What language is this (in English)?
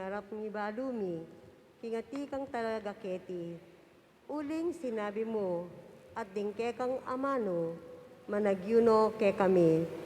Pampanga